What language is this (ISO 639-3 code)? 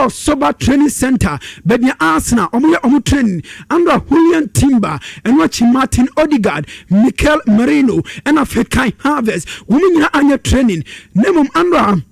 aka